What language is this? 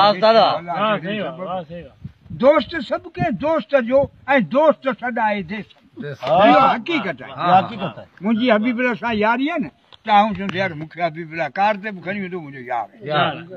Sindhi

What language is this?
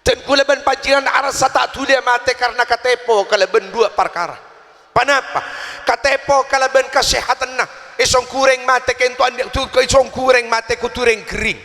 Madurese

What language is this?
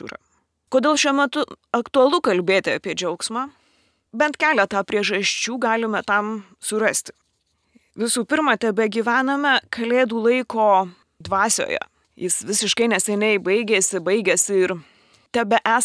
Lithuanian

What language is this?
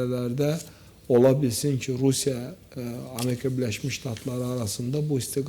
Azerbaijani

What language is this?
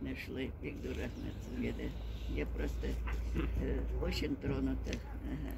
Tatar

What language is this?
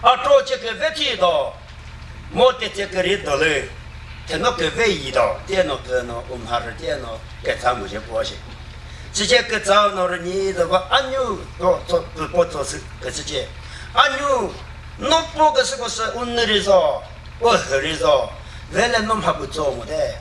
Chokri Naga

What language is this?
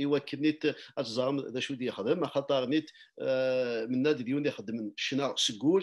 Kabyle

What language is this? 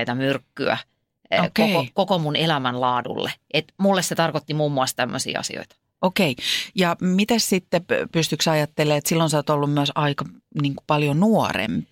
Finnish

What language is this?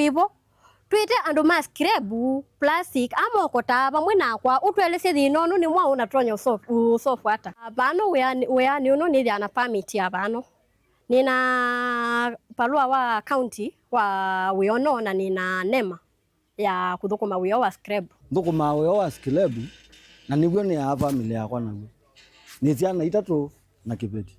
Kamba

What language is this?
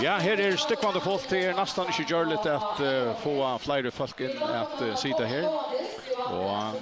Faroese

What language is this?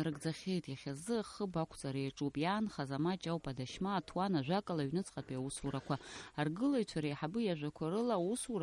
Abkhazian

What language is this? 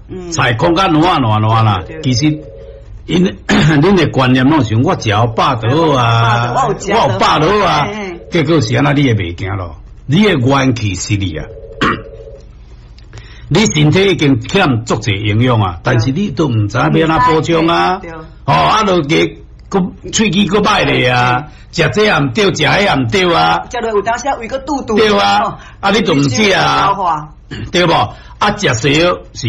Min Nan Chinese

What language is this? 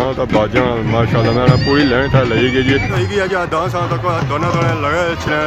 Pahari-Potwari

